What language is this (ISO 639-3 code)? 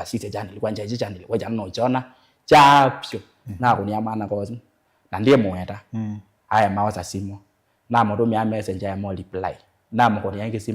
kam